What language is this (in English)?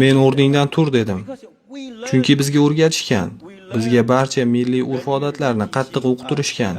Uzbek